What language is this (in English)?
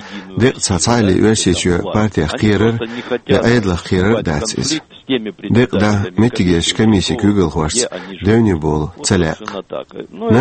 Chechen